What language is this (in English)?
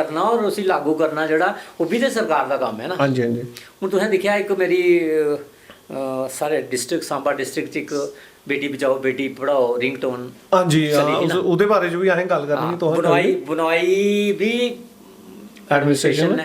Dogri